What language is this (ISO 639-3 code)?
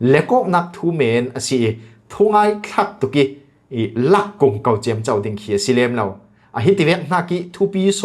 cfm